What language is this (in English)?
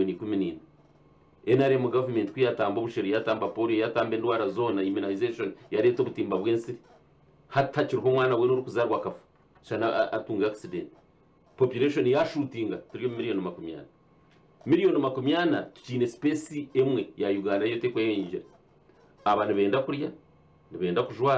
Nyankole